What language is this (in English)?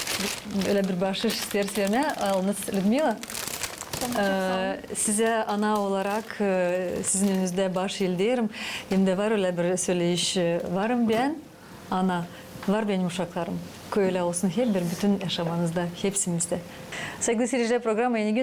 Gagauz